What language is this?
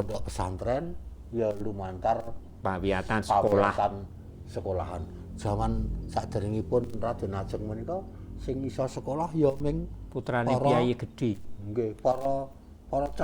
Javanese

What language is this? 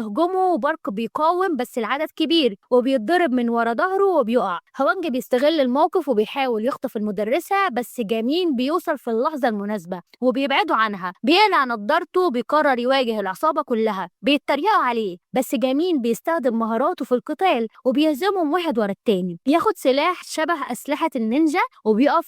Egyptian Arabic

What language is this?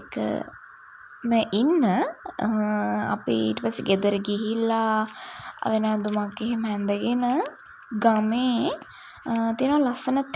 Sinhala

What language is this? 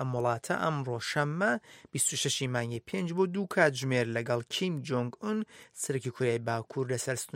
Central Kurdish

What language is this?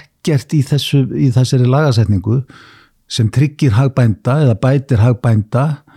Icelandic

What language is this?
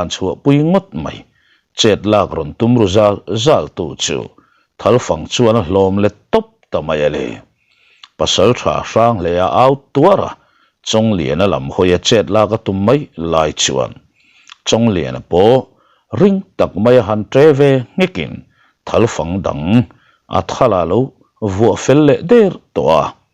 Mizo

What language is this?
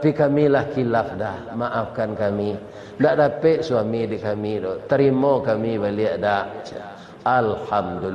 Minangkabau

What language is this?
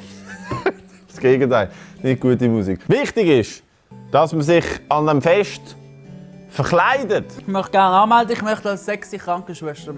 Swiss German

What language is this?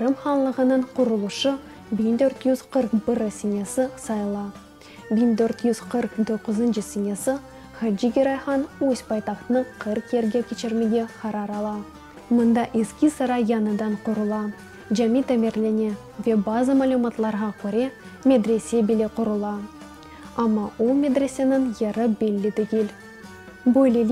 Crimean Tatar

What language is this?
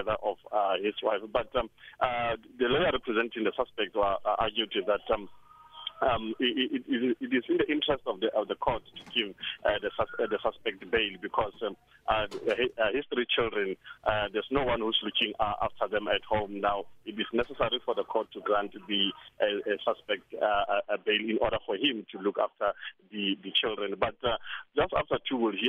English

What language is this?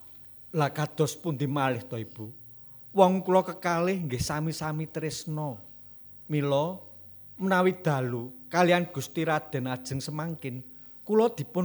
Javanese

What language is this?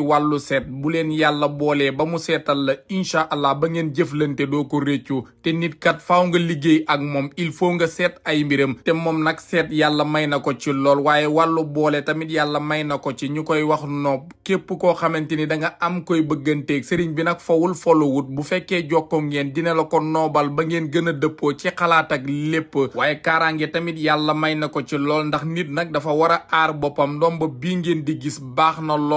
Wolof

